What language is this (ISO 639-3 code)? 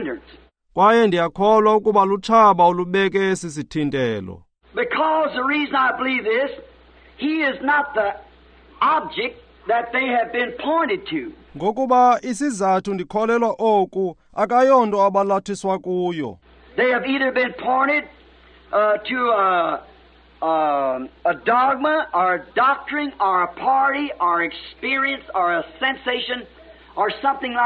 xho